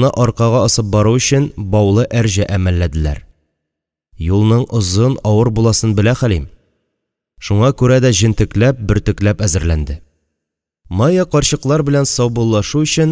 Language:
Tatar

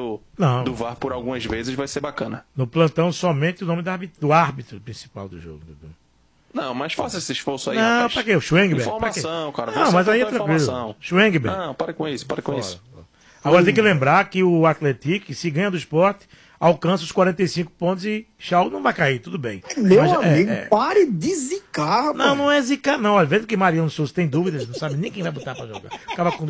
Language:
Portuguese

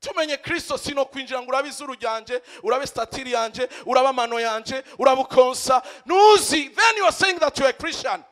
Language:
Rundi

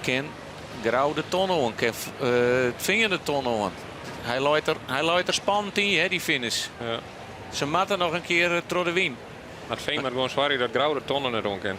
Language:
Western Frisian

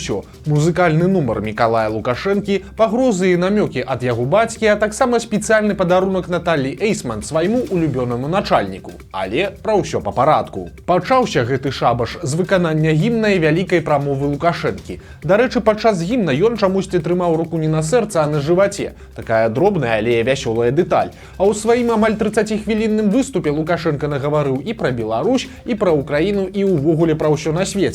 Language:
Belarusian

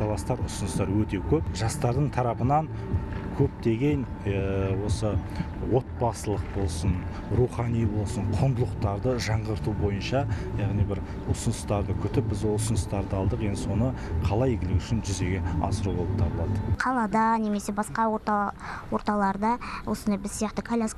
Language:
Kazakh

